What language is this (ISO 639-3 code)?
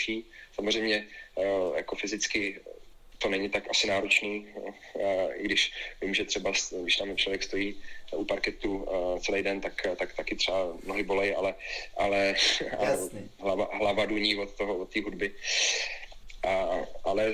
ces